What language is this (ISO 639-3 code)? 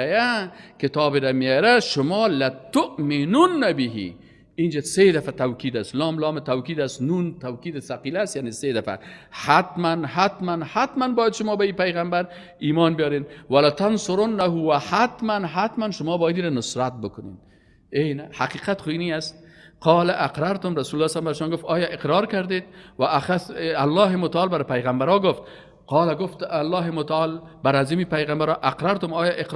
fas